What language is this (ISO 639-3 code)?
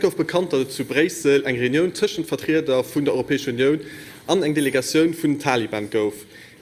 ltz